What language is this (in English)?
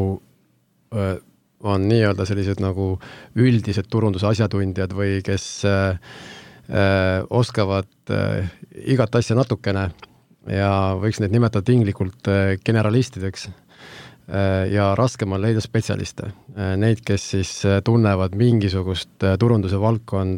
Estonian